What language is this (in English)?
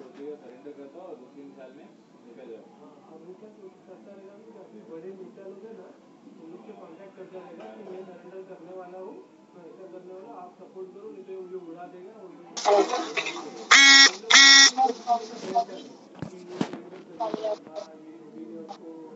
Hindi